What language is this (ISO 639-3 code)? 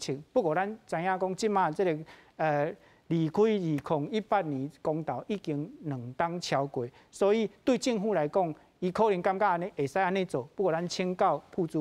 nan